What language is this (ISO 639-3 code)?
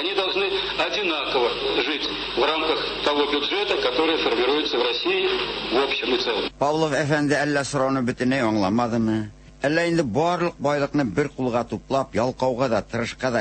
tat